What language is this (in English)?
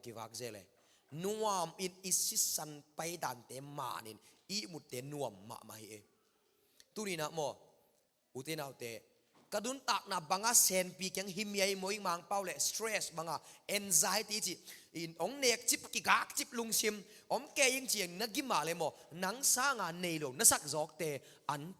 Tedim Chin